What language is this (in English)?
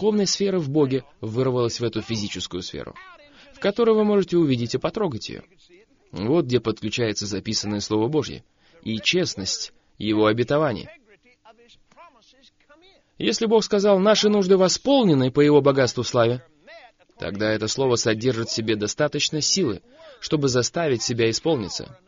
Russian